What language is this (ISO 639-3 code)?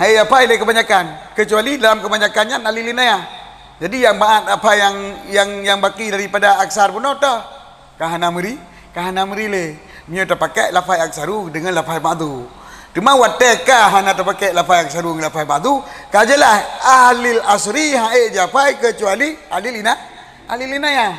ace